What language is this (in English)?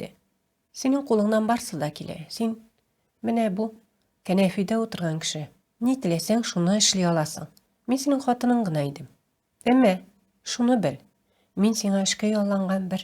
Tatar